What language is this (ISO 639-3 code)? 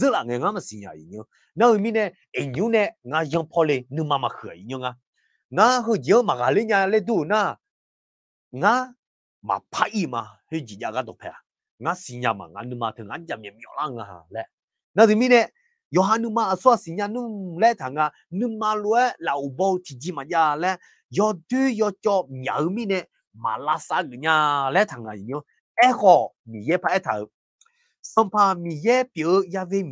ahk